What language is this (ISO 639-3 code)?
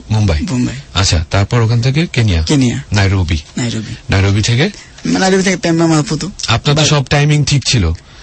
ben